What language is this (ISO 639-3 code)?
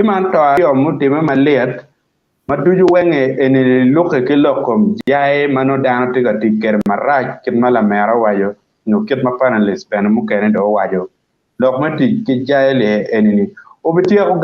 ach